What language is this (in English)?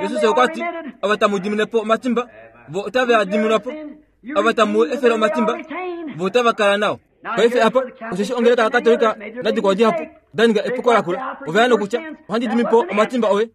Kuanyama